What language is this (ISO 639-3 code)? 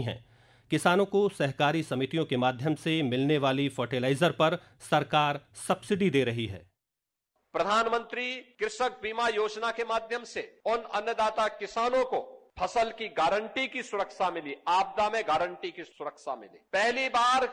hin